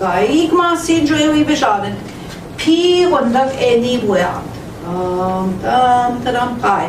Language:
Central Ojibwa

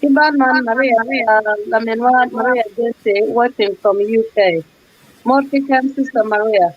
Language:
Acoli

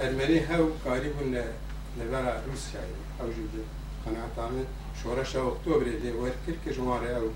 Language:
Kurdish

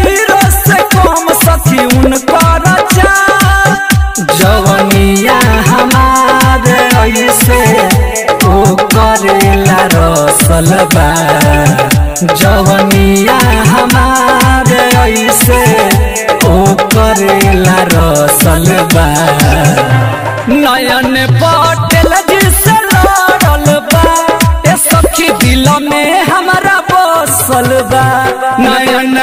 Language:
Bhojpuri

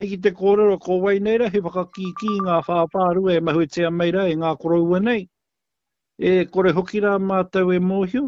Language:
Māori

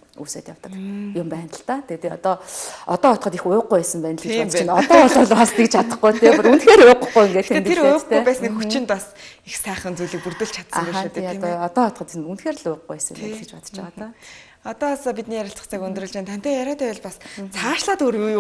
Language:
Mongolian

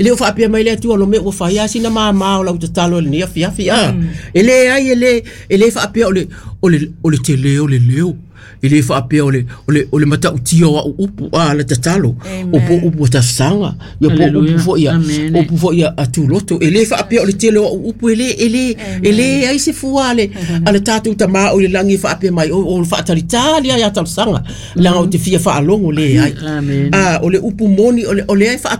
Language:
Samoan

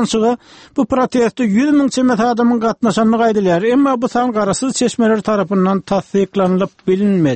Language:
Turkmen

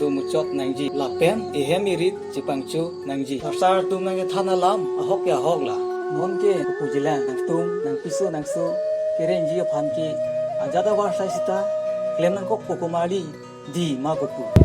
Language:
Karbi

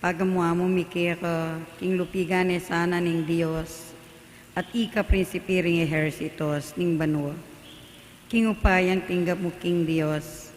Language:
Pampanga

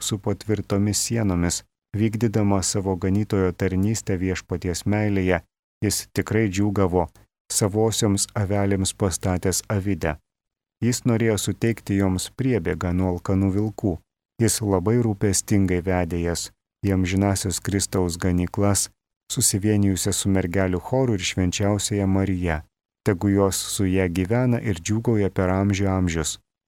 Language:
Lithuanian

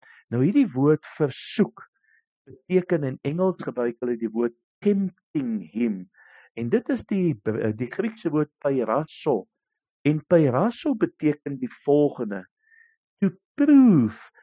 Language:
Afrikaans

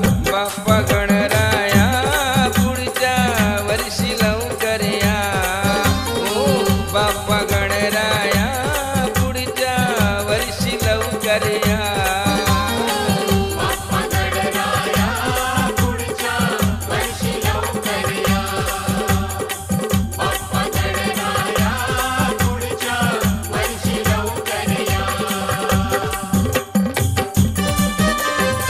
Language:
Marathi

